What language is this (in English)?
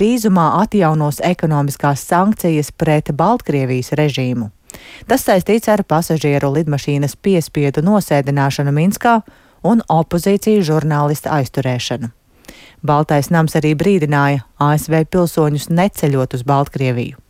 Latvian